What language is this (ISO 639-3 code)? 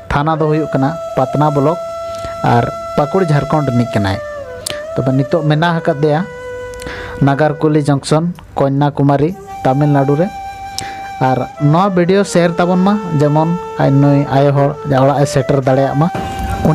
sat